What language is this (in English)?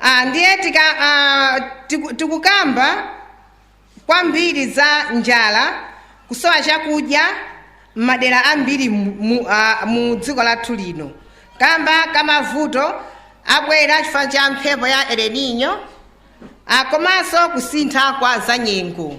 Nyanja